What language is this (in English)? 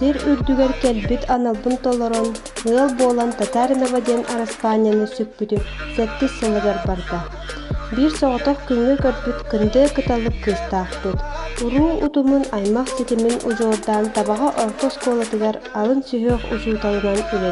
Yakut